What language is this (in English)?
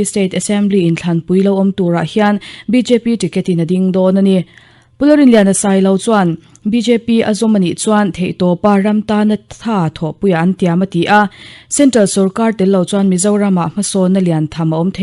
Mizo